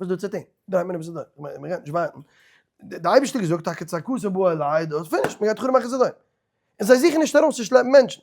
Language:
Yiddish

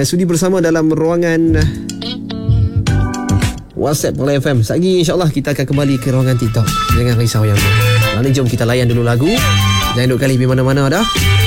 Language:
Malay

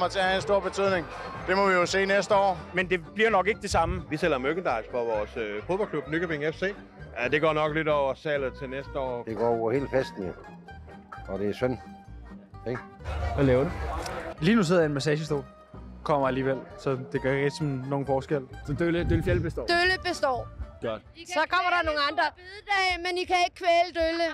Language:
Danish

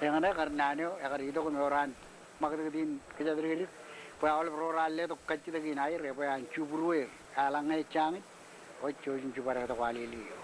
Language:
Marshallese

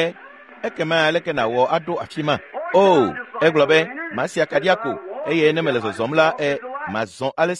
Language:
Ewe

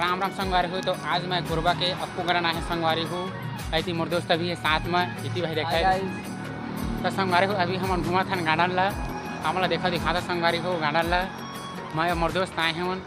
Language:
Chhattisgarhi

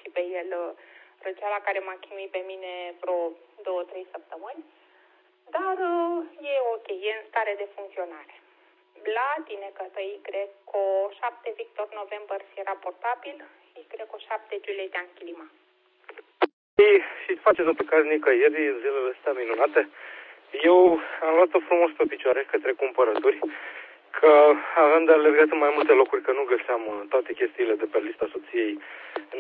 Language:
Romanian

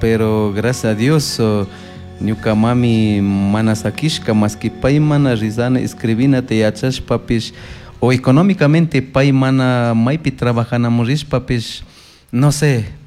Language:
Chimborazo Highland Quichua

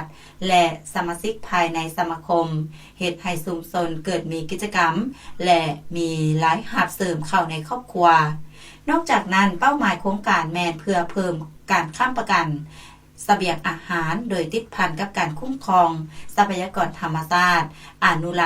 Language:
Lao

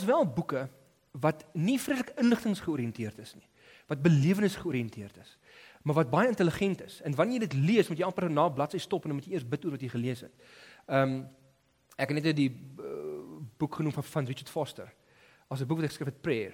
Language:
Afrikaans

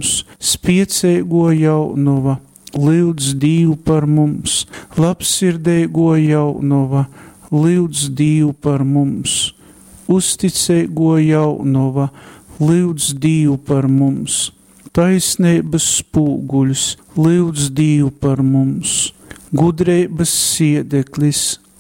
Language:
Latgalian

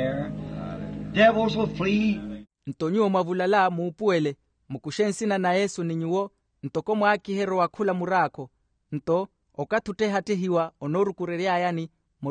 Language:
Makhuwa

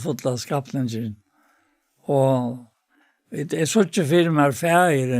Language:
Faroese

